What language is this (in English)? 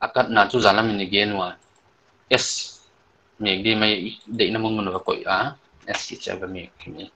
Paite Chin